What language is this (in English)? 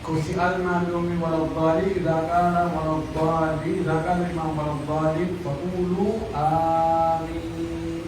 Pular